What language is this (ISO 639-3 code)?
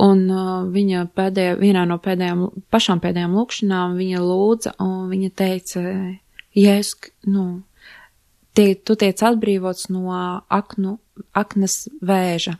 lav